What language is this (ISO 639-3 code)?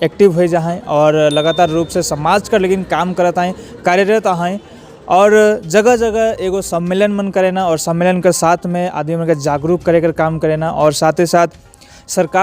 sck